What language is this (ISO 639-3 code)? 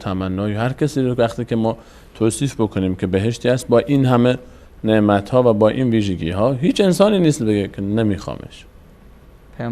fas